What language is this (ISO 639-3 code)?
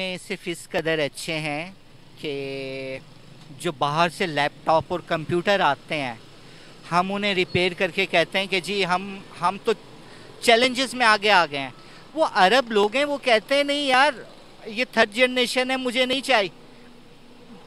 hin